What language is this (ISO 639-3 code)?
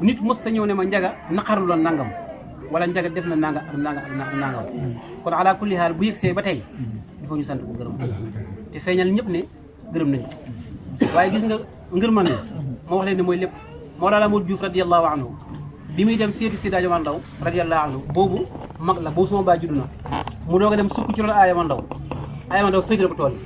wol